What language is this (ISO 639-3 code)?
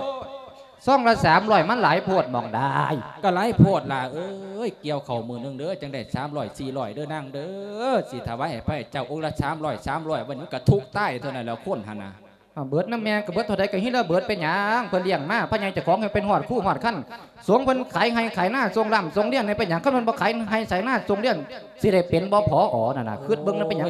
lao